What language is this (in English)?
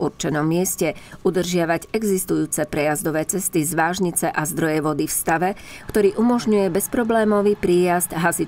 Slovak